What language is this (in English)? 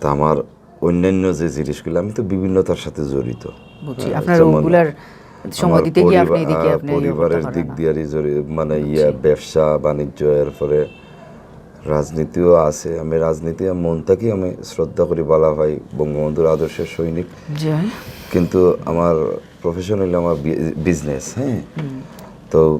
Sylheti